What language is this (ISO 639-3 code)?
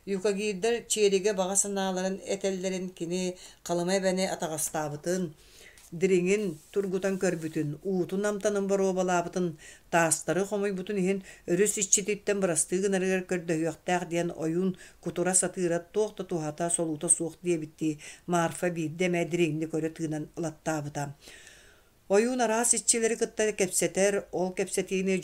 sah